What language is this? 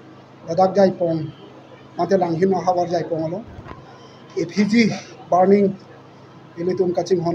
Karbi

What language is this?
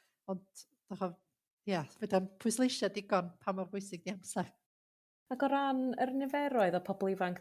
Welsh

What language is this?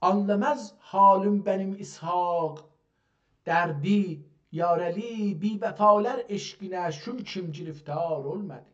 South Azerbaijani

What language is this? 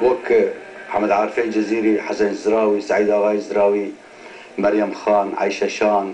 Kurdish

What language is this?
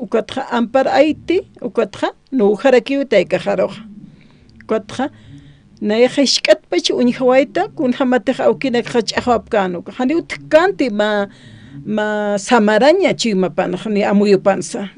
Aymara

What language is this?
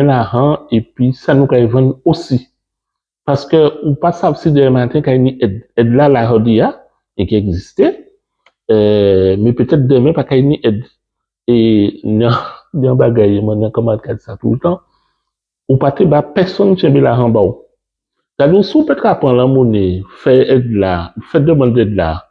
Guadeloupean Creole French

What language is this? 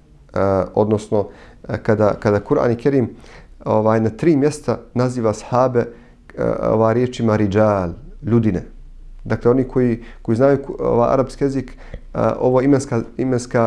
Bosnian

